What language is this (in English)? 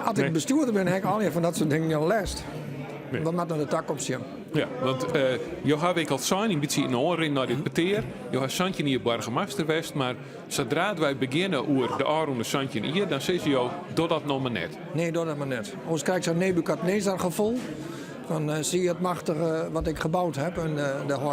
Western Frisian